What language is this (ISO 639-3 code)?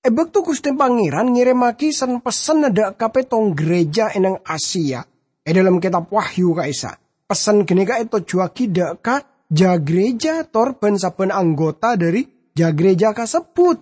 mad